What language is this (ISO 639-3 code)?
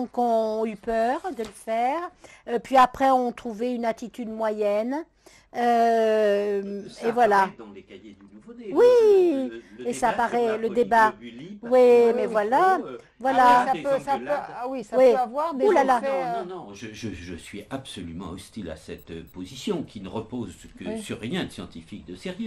fra